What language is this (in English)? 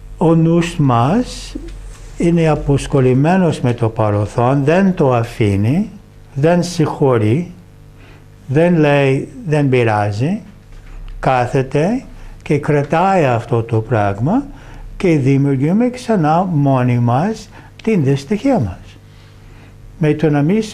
Greek